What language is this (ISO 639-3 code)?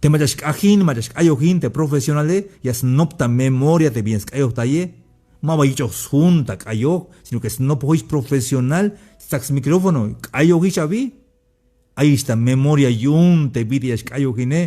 tzh